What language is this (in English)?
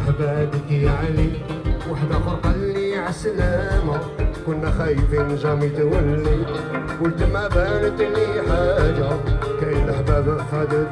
Kabyle